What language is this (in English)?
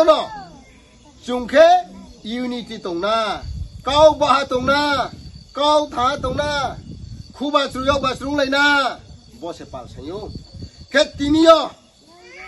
Riang (India)